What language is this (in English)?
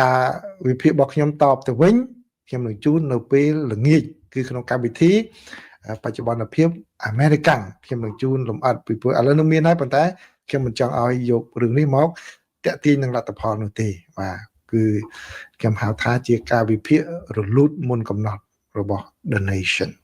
Khmer